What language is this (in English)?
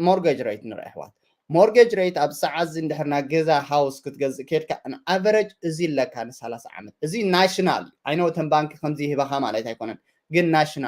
Tigrinya